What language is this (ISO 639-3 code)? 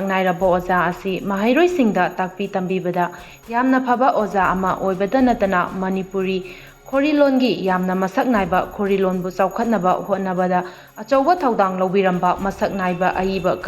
mni